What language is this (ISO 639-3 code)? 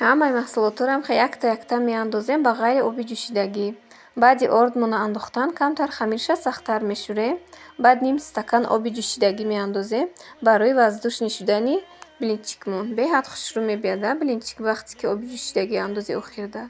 tgk